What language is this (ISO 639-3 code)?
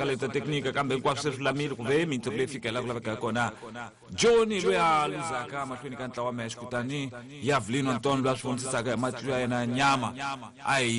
tso